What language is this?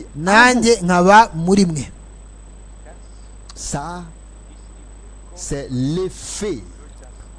Kinyarwanda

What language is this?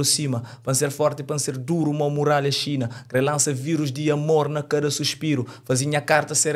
Kabuverdianu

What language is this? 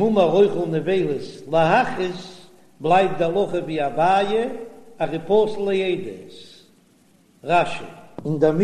Yiddish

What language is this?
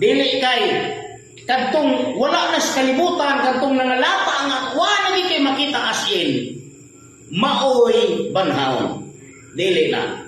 Cebuano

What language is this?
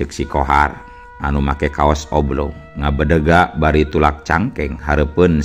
Sundanese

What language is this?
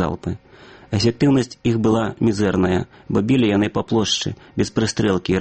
Belarusian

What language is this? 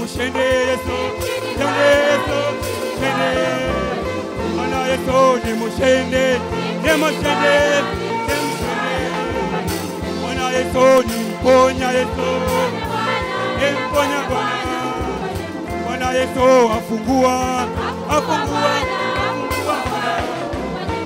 Swahili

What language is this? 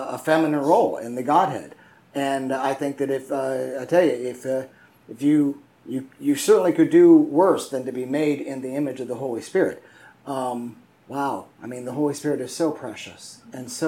English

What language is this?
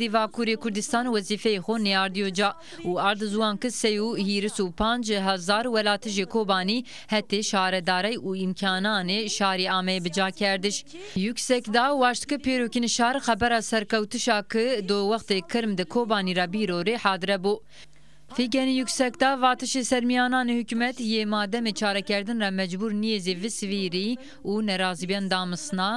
Zaza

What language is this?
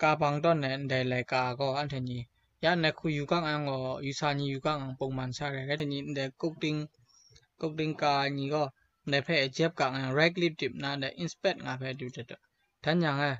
Kachin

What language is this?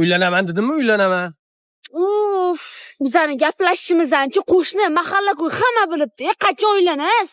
Uzbek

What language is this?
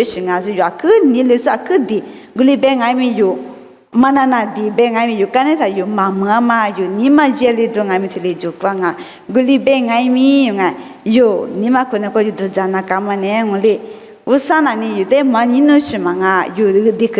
Lisu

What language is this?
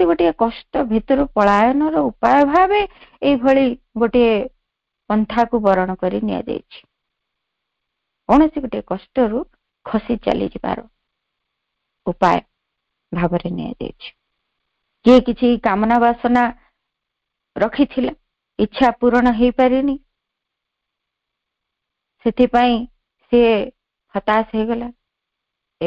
Odia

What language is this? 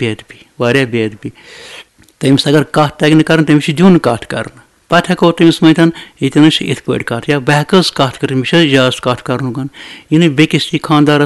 Kashmiri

